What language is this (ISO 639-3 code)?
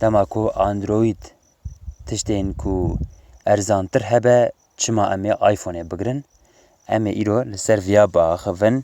kur